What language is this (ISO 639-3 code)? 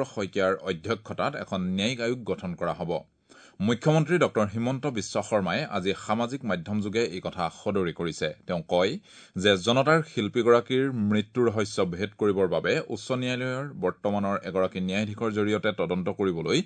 asm